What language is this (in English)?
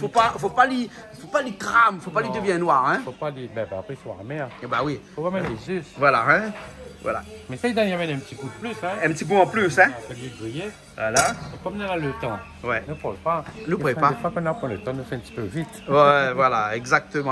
Réunion Creole French